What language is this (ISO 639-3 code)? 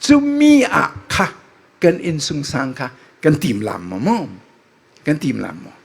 cfm